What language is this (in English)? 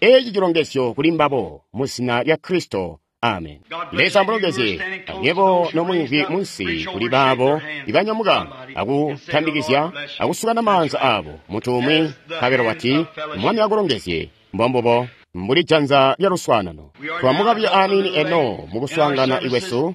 Tonga (Zambia)